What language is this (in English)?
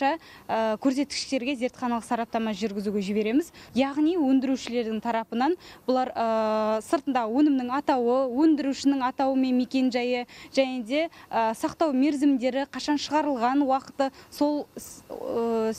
Kazakh